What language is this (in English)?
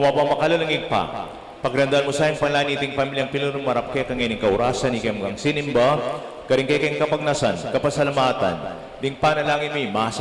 Pampanga